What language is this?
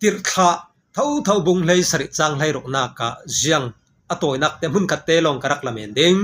Falam Chin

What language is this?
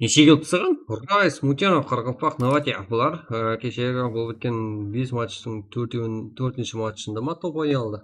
Kara-Kalpak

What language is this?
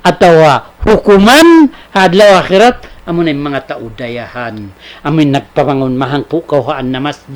Tausug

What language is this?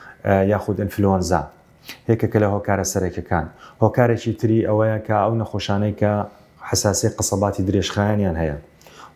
Central Kurdish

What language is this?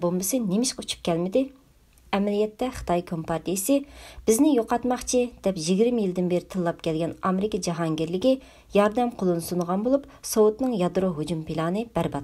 Uyghur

